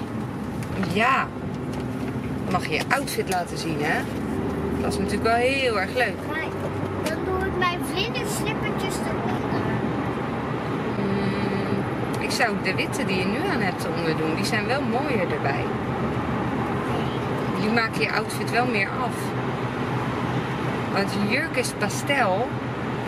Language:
Dutch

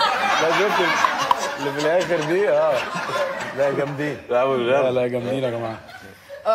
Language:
Egyptian Arabic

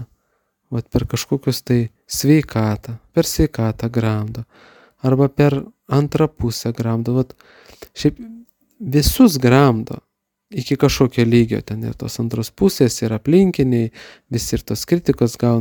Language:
Lithuanian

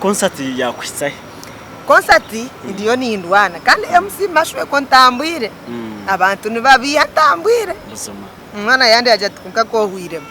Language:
Nyankole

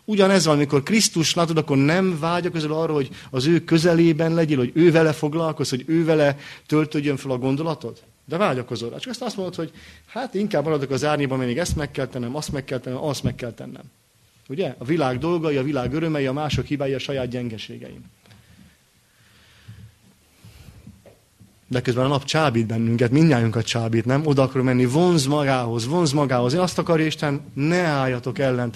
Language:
Hungarian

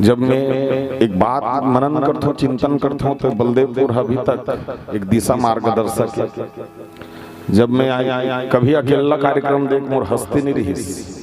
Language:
Chhattisgarhi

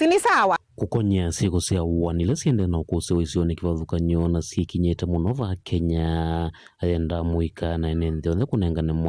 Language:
Kamba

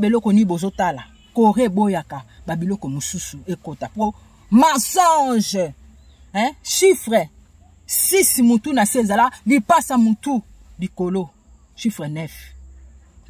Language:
Lingala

